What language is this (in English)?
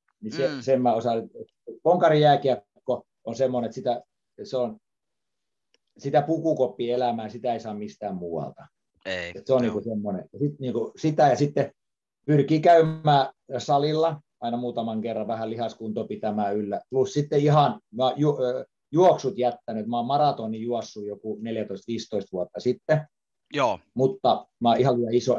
Finnish